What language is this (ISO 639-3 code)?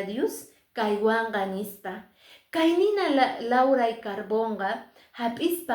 que